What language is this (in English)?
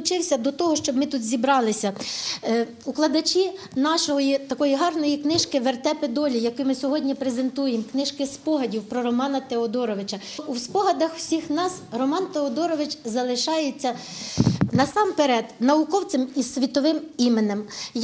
Ukrainian